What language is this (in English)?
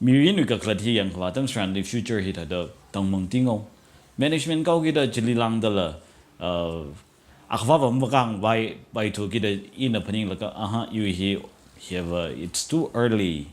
Tangkhul Naga (India)